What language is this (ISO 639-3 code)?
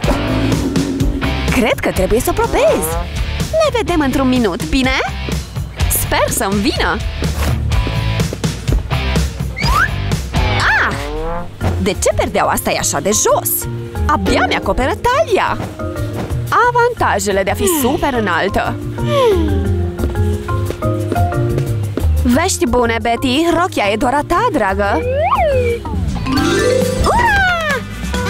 ron